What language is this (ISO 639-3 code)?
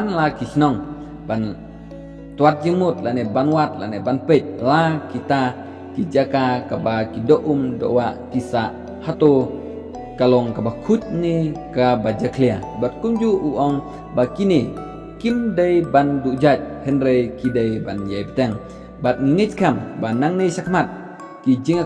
kha